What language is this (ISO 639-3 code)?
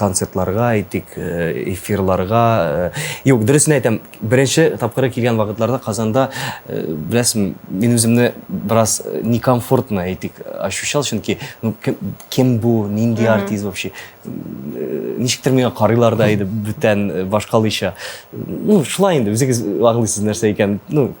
tat